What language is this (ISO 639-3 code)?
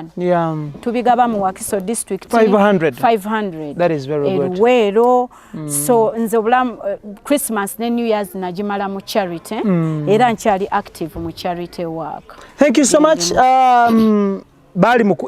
lug